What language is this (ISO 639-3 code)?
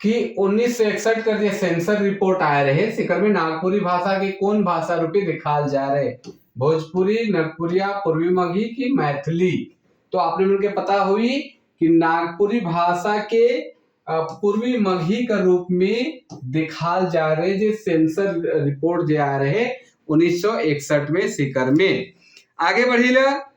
sck